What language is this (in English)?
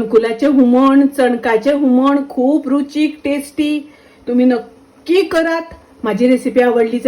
Konkani